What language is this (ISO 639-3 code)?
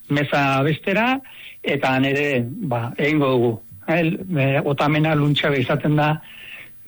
eus